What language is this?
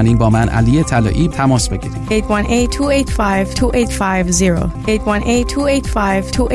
Persian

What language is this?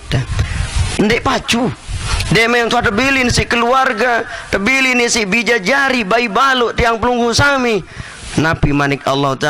Sasak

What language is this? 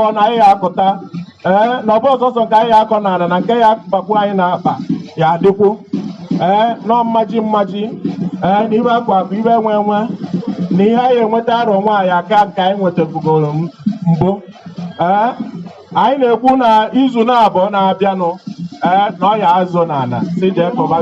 Igbo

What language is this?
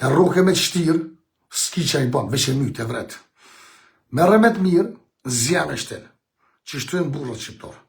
Albanian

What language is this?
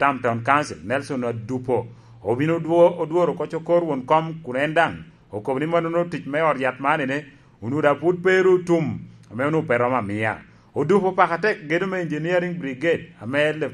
Lango (Uganda)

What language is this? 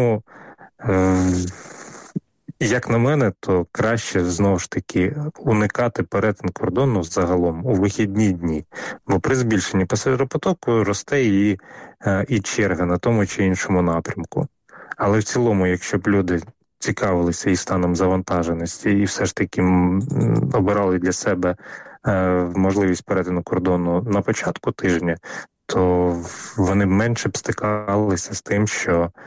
Ukrainian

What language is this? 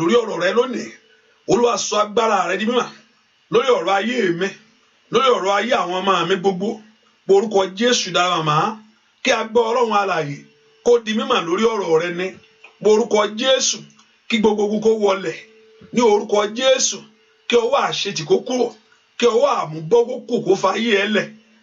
Yoruba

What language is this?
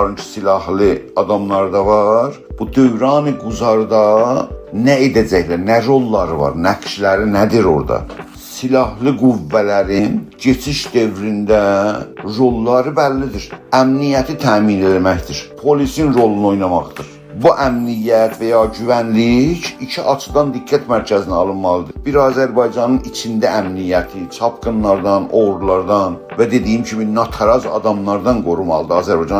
South Azerbaijani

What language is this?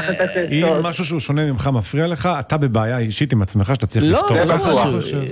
Hebrew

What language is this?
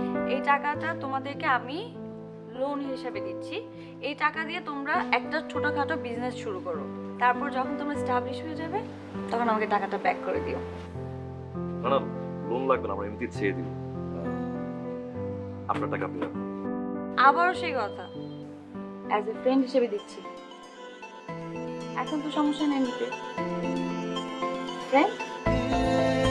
Bangla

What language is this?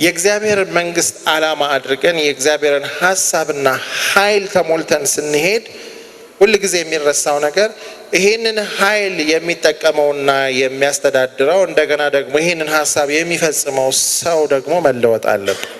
Amharic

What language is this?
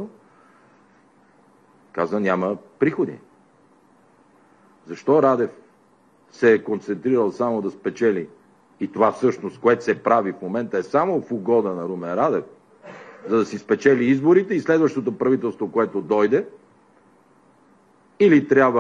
Bulgarian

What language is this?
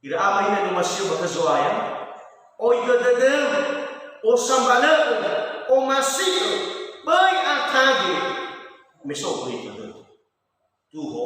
Nias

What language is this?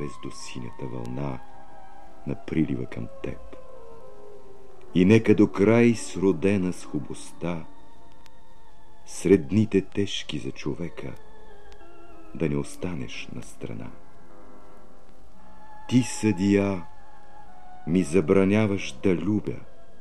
Bulgarian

